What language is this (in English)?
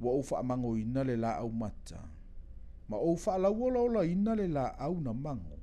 Samoan